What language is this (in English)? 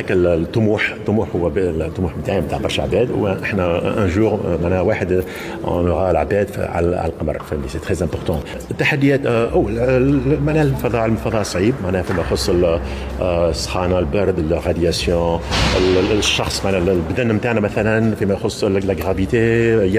Tunisian Arabic